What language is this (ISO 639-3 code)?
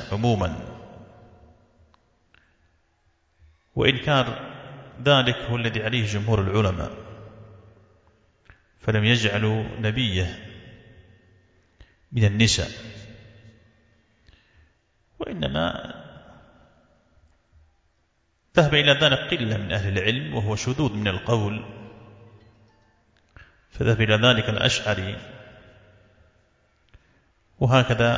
ara